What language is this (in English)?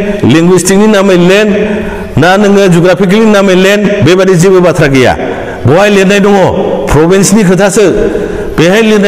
Bodo